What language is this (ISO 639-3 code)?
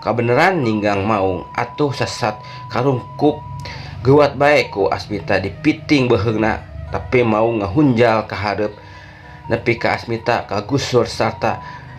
sun